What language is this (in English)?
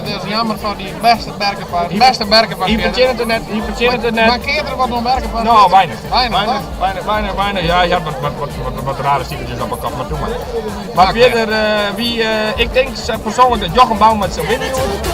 Western Frisian